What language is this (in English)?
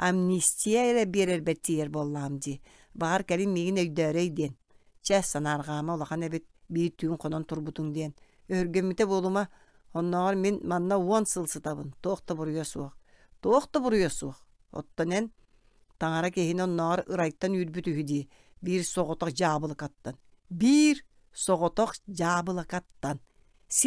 Yakut